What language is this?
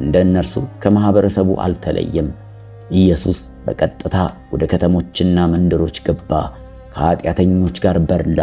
Amharic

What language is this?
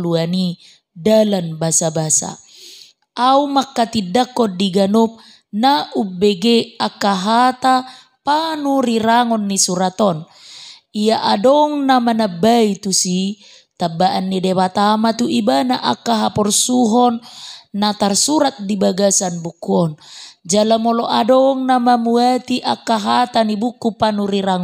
Batak Toba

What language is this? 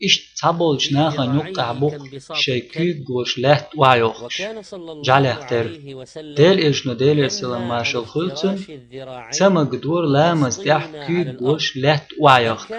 Chechen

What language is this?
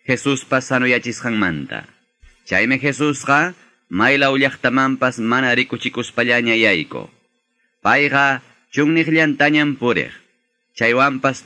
Quechua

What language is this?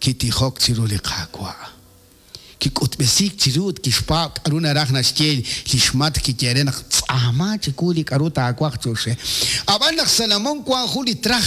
Kekchí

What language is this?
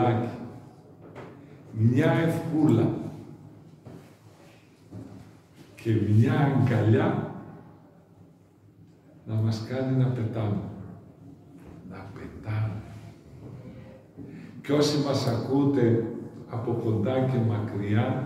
Greek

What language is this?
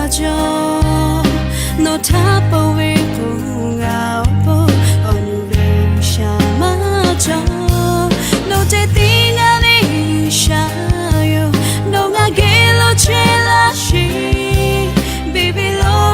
Lahu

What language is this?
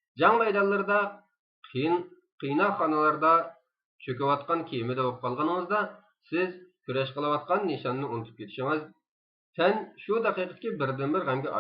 Uyghur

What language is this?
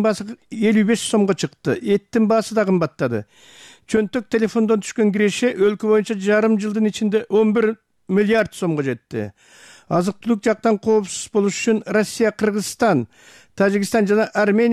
Kyrgyz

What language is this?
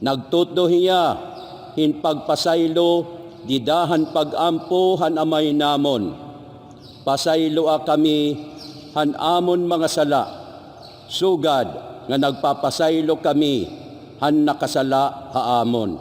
Waray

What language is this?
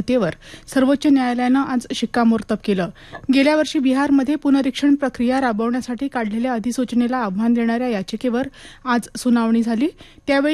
Marathi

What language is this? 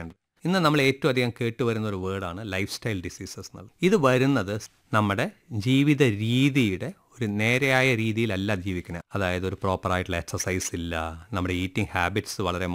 Malayalam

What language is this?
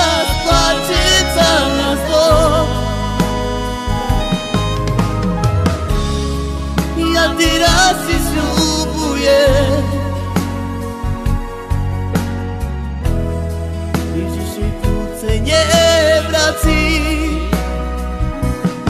Slovak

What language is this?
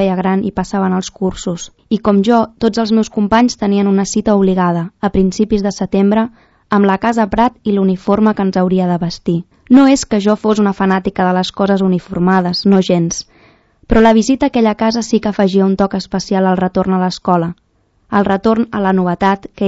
Catalan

